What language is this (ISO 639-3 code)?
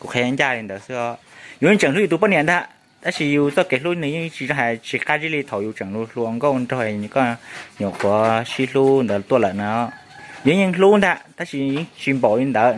hmn